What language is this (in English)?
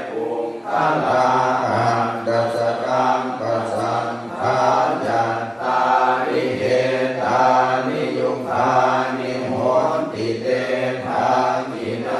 Pali